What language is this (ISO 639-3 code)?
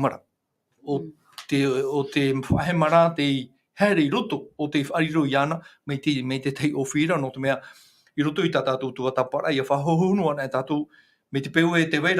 tah